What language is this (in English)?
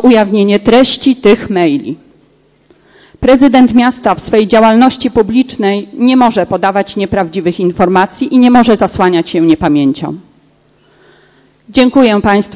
Polish